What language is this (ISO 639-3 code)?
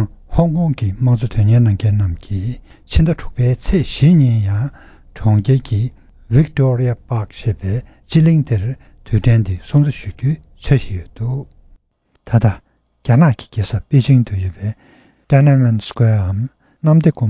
bod